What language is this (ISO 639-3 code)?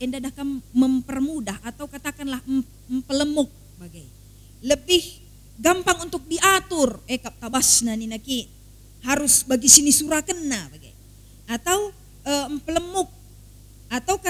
btx